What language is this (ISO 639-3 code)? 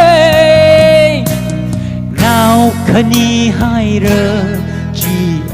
nmf